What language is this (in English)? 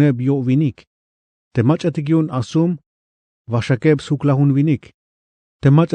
Tzeltal